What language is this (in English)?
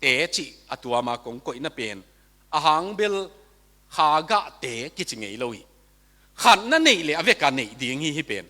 Tedim Chin